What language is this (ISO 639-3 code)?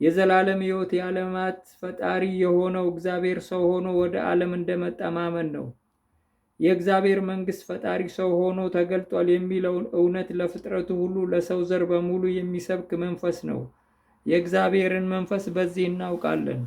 amh